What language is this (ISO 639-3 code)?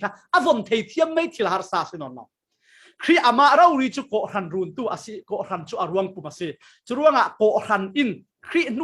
cfm